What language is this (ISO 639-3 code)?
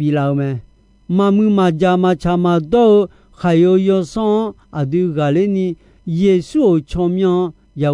ahk